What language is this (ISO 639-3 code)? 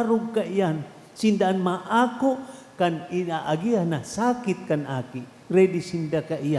bik